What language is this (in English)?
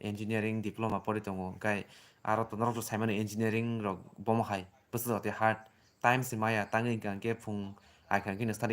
Kok Borok